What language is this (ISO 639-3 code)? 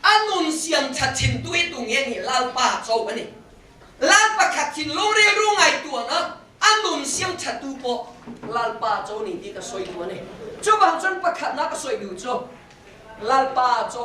cnh